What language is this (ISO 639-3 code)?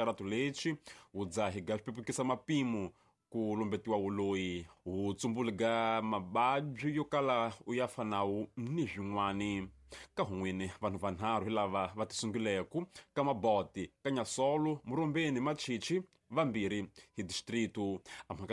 tso